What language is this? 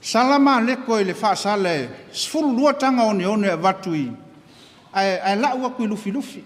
Samoan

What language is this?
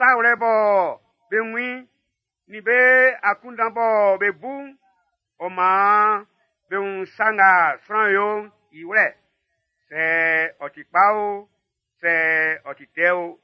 Baoulé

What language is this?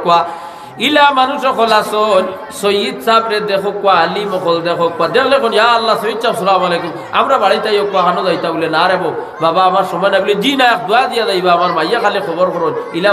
Sylheti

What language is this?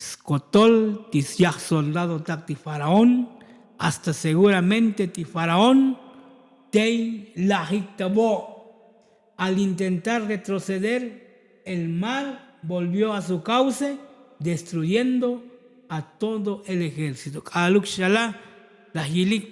Tzotzil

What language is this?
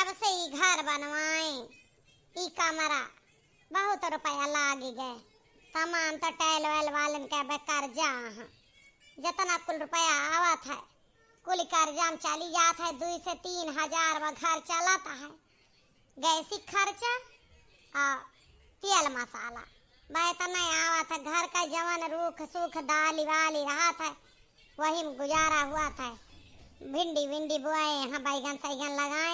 Awadhi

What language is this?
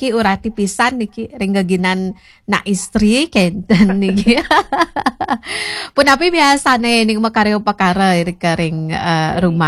Balinese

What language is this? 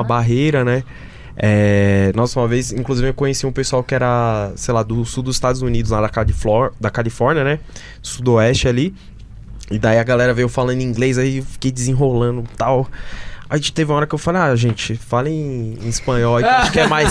Portuguese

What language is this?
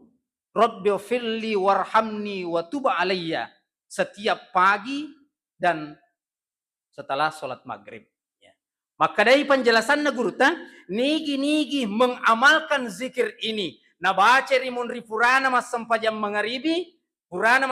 Buginese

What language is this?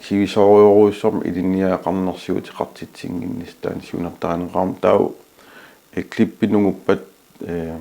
Kalaallisut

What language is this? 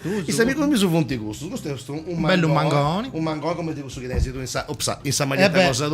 Sardinian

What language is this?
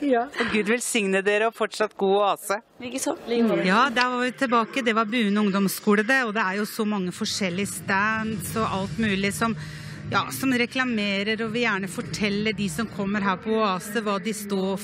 Norwegian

